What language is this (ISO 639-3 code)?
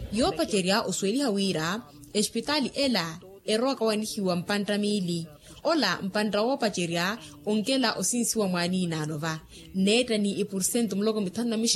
vmw